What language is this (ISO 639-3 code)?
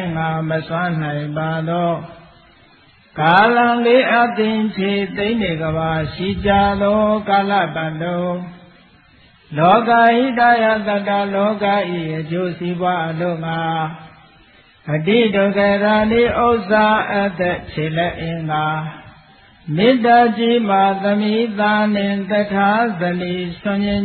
mya